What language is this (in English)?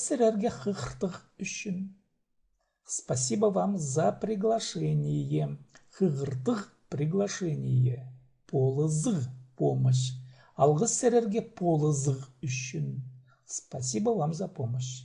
Khakas